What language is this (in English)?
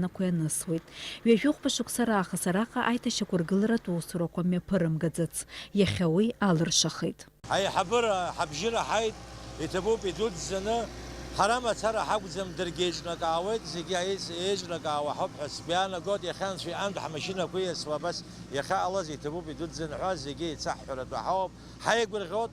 Abkhazian